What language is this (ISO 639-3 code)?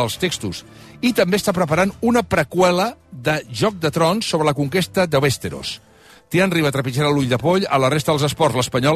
cat